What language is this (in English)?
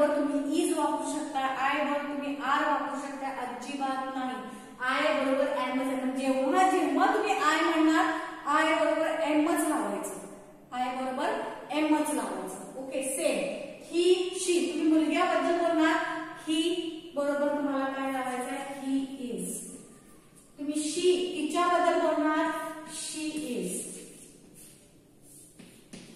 Marathi